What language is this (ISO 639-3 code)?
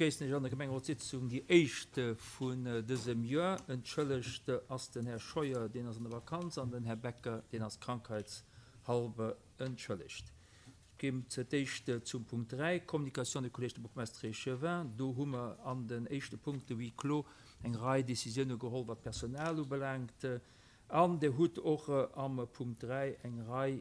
ltz